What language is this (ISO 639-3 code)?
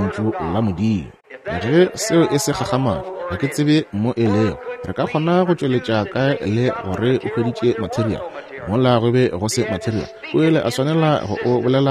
nso